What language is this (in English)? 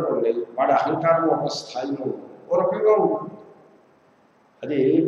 Telugu